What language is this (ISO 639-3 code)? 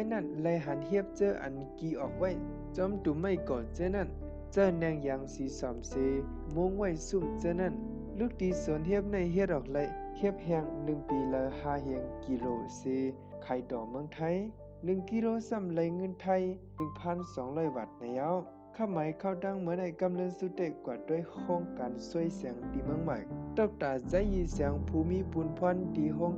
shn